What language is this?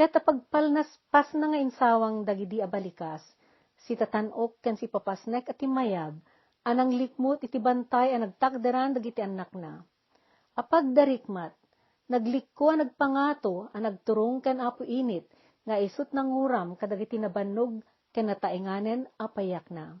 Iloko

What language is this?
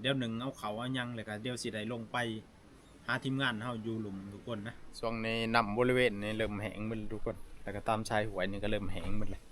Northeastern Thai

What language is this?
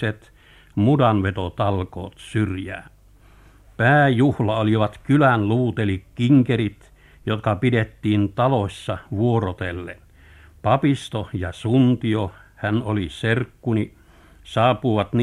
Finnish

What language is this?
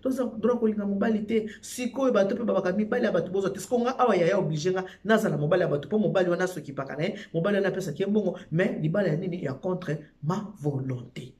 Lingala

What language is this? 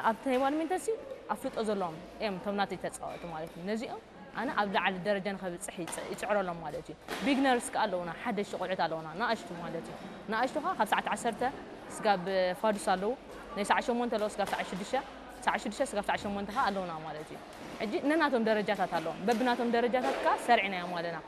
Tigrinya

